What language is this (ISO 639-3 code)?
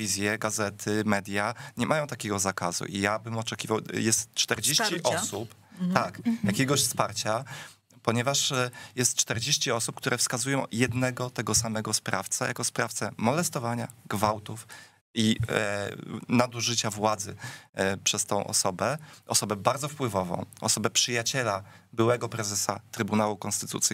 pol